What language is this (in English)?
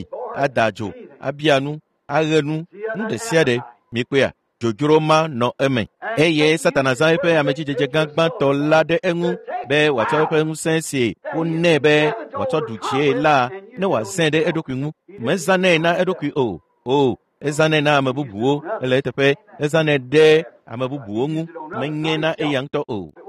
Ewe